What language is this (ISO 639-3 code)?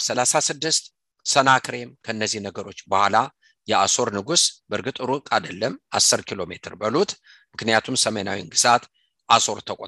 amh